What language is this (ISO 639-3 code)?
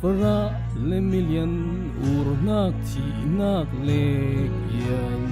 cfm